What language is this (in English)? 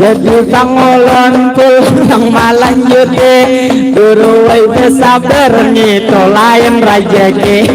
Banjar